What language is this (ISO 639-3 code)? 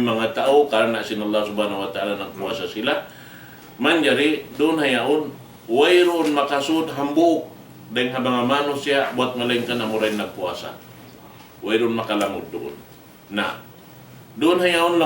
tsg